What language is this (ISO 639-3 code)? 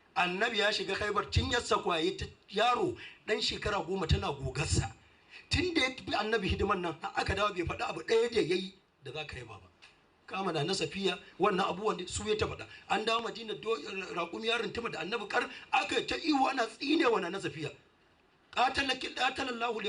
hau